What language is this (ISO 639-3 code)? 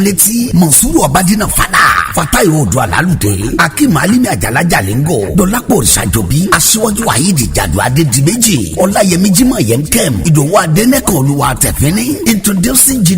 yor